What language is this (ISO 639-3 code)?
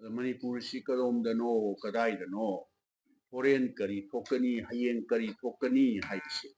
mni